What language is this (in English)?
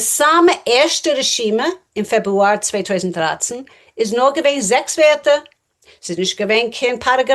Yiddish